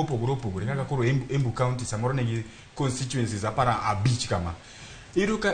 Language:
Luo (Kenya and Tanzania)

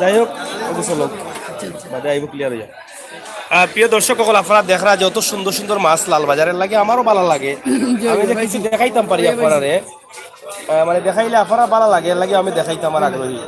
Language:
Sylheti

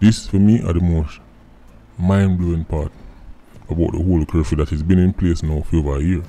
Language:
Jamaican Creole English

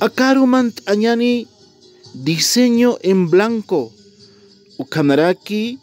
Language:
Aymara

